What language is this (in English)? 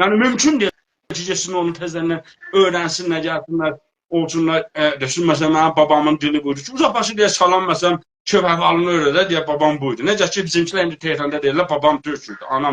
South Azerbaijani